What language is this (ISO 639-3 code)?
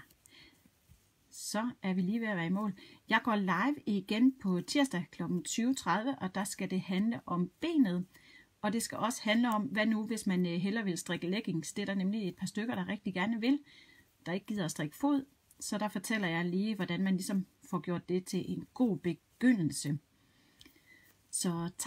dan